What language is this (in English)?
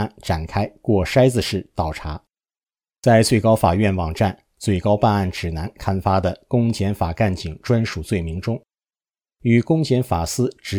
Chinese